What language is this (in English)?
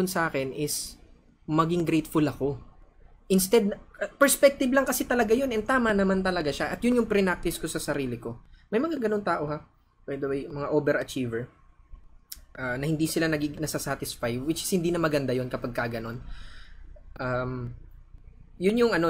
Filipino